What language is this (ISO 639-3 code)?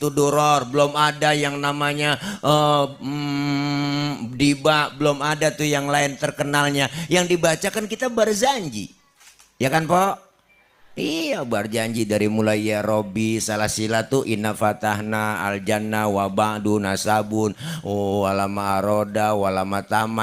bew